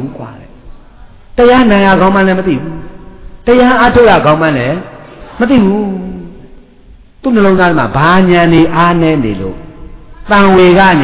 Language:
Burmese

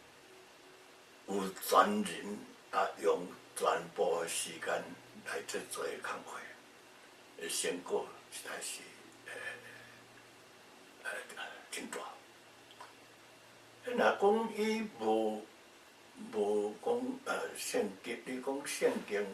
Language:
Min Nan Chinese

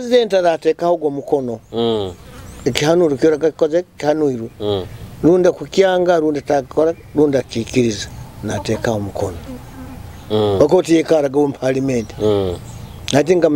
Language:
Nyoro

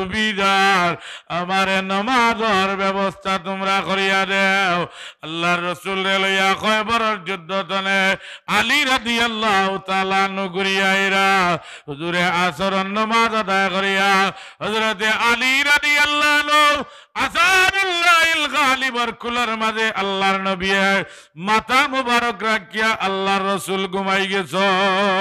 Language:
Sylheti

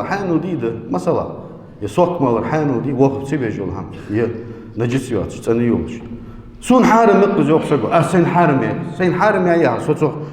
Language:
Ingush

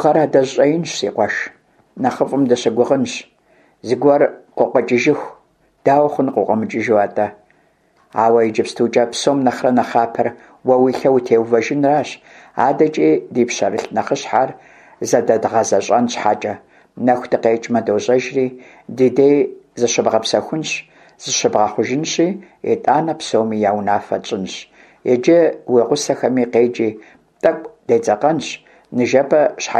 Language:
Kabardian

